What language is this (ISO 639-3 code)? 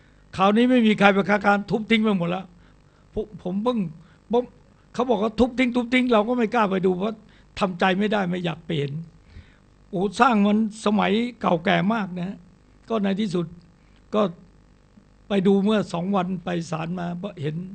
tha